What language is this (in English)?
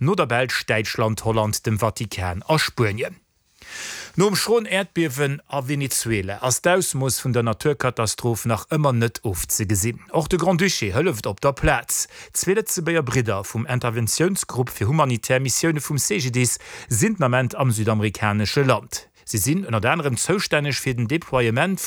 Luxembourgish